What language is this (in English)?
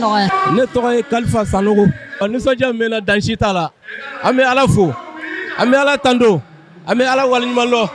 Bambara